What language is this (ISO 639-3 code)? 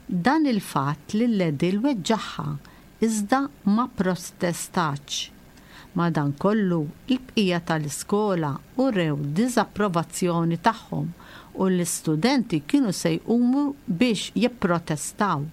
mlt